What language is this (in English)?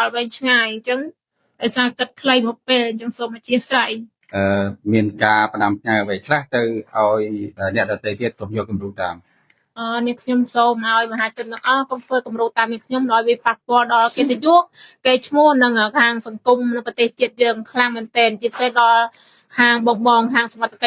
Khmer